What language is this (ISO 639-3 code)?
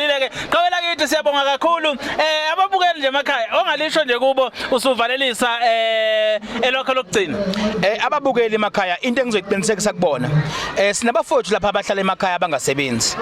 zul